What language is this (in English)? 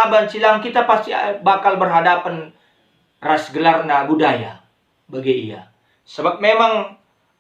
Batak Karo